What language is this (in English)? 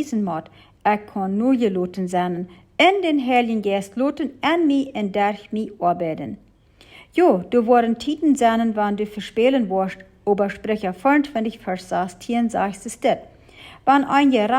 Plautdietsch